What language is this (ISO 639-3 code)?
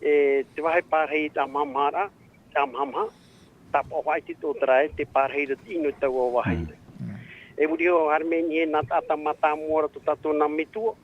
tah